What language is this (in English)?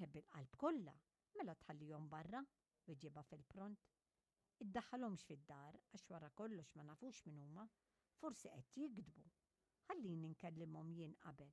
Maltese